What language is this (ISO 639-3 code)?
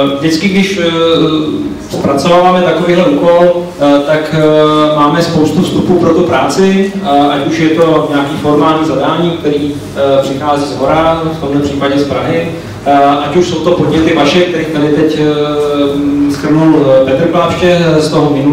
ces